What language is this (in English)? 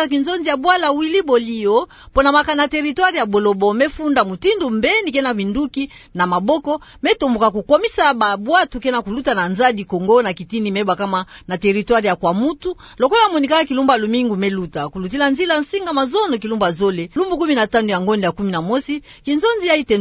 Kituba (Democratic Republic of Congo)